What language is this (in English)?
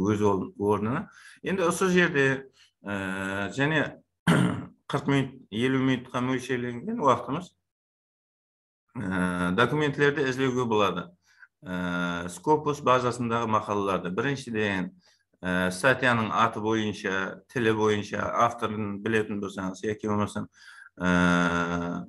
Kara-Kalpak